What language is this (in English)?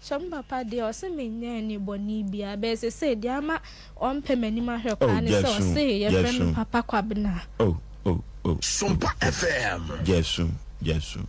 Akan